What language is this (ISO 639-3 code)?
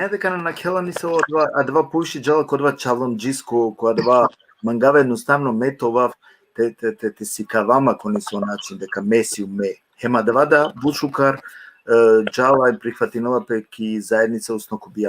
rmn